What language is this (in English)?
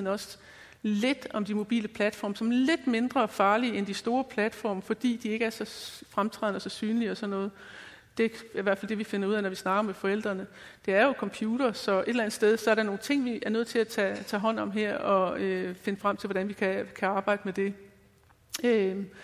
Danish